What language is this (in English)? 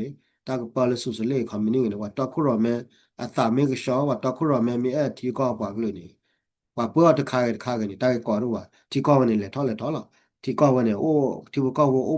S'gaw Karen